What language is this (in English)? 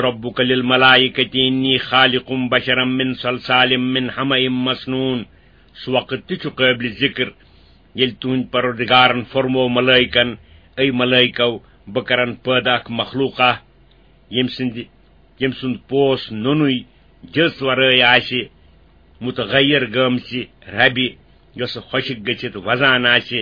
Kashmiri